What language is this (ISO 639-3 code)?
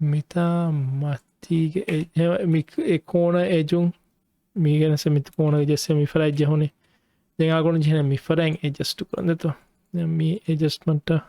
div